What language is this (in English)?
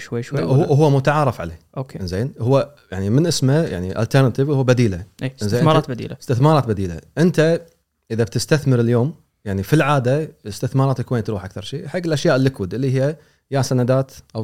Gulf Arabic